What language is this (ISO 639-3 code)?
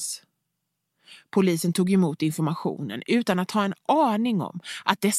swe